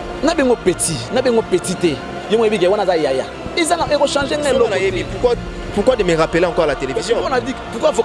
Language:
French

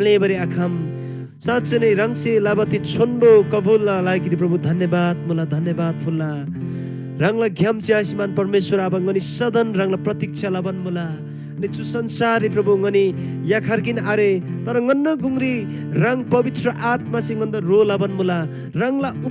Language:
Eastern Tamang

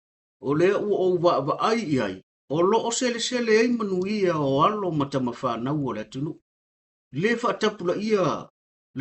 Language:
Samoan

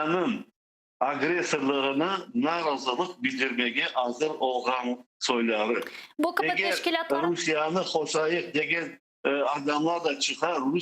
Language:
Crimean Tatar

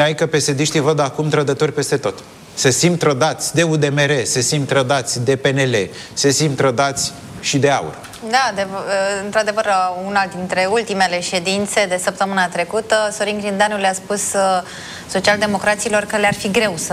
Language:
Romanian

